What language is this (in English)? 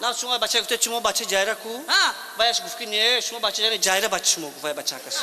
Tajik